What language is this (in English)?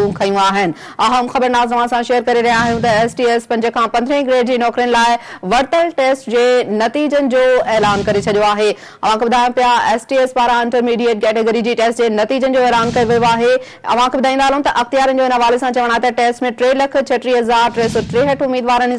Sindhi